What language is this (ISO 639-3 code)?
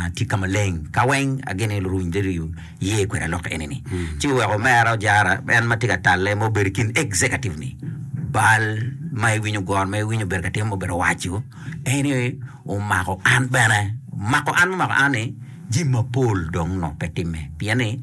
ach